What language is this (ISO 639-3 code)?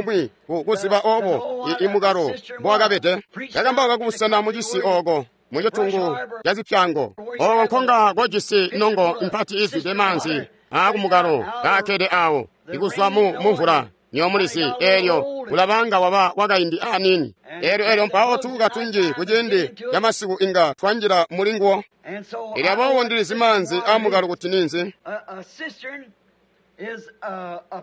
toi